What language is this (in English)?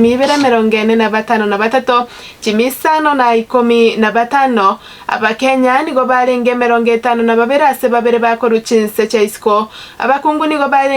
Gusii